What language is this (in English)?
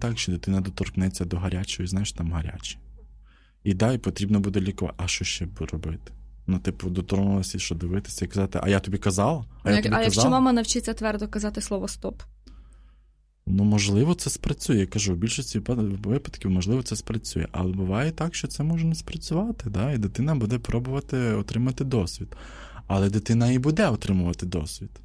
Ukrainian